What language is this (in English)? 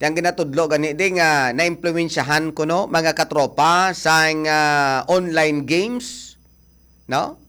Hiligaynon